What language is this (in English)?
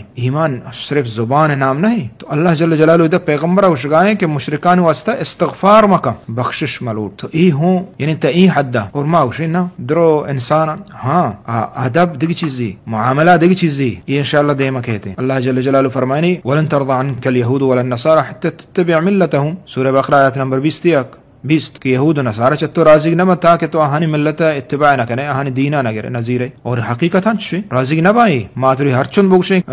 Eastern Balochi